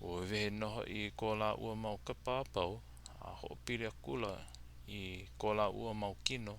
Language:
Hawaiian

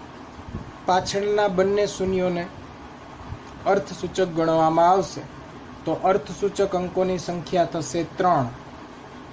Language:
Gujarati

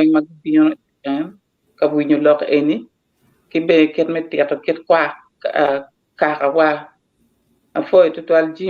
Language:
Acoli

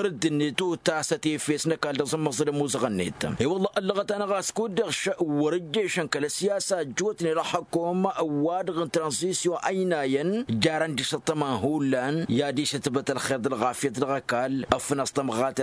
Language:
Tamasheq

